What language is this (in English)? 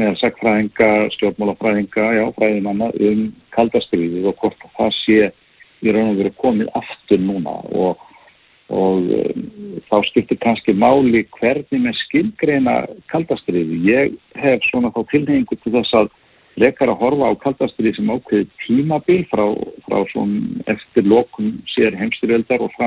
Icelandic